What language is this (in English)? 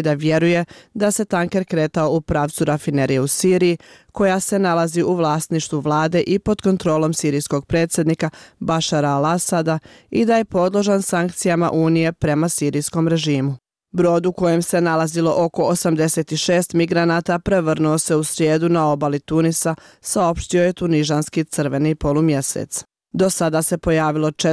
Bosnian